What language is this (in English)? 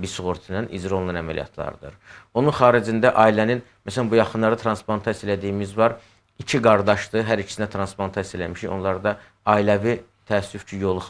Azerbaijani